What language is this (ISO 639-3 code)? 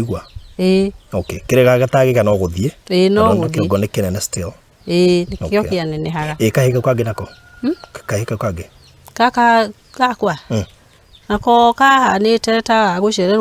kik